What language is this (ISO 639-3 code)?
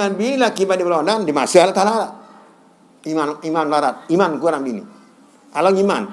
sas